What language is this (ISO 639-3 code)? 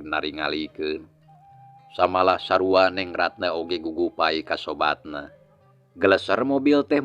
sun